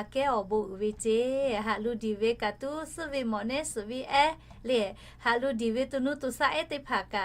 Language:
Lahu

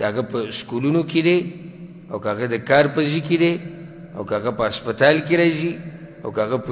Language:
Pashto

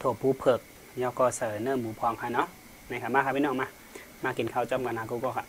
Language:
Shan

